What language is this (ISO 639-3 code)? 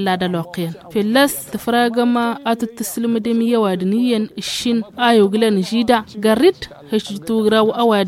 taq